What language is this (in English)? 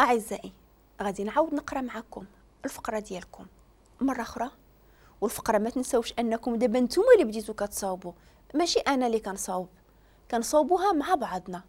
Moroccan Arabic